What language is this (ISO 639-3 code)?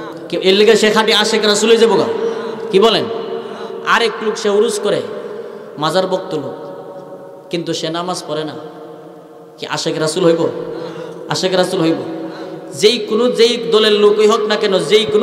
ben